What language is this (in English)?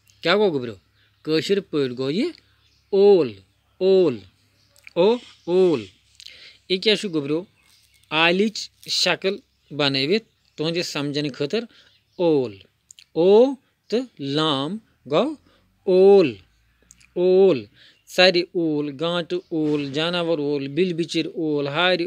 Kashmiri